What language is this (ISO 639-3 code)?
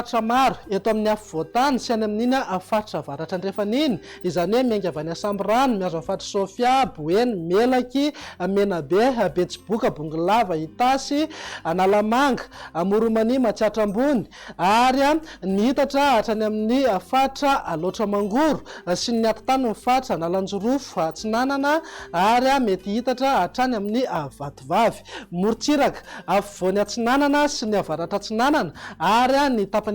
mlg